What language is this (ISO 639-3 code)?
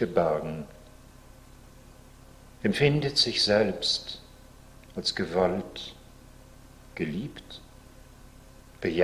deu